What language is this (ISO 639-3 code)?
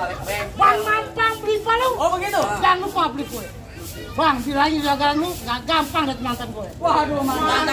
bew